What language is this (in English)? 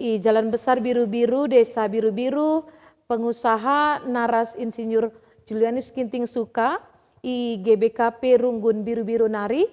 Batak Karo